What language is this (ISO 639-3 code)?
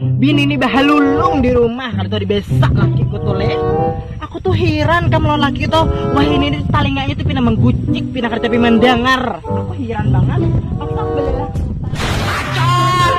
bjn